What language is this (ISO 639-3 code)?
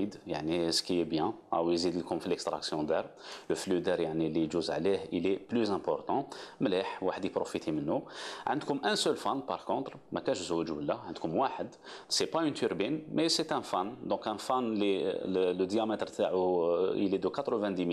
arq